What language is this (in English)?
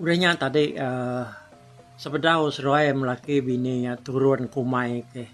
Iban